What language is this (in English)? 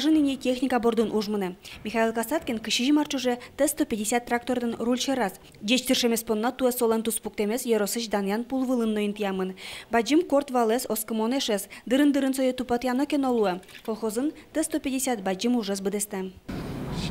Udmurt